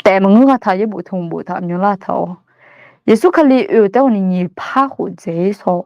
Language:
Akha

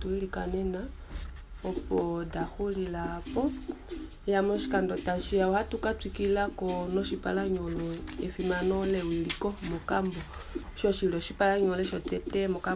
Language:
Kuanyama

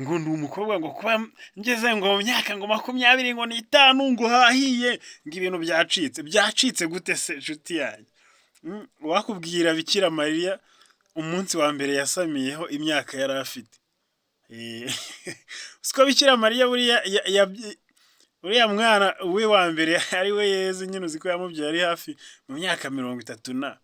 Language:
Kinyarwanda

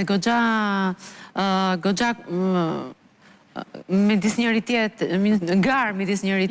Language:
Albanian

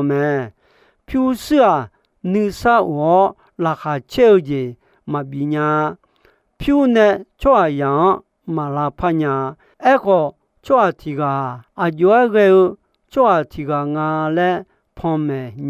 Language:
Akha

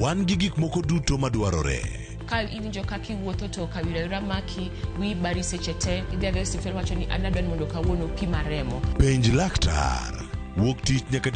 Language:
Luo (Kenya and Tanzania)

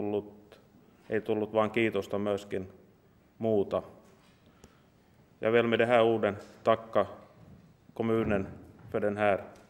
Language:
Swedish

